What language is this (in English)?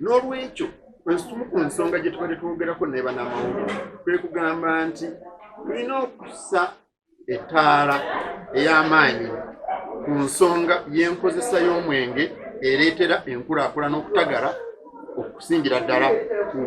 Ganda